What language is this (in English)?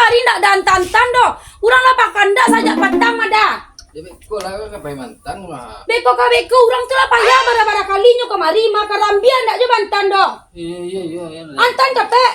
Minangkabau